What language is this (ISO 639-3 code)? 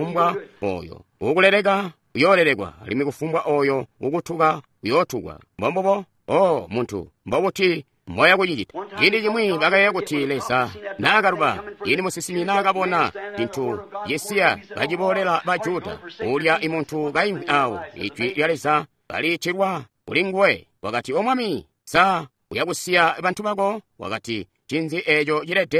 toi